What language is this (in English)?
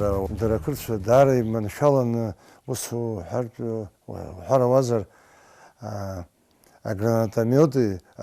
Abkhazian